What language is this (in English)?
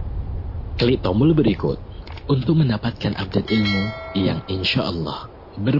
Indonesian